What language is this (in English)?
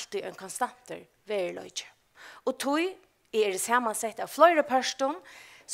Faroese